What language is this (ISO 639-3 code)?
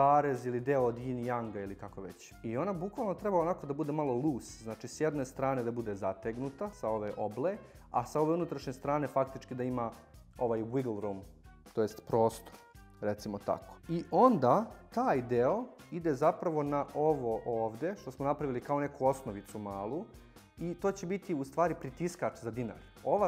srp